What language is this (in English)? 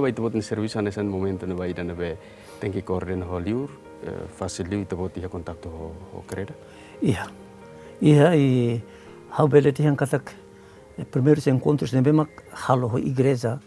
Tetum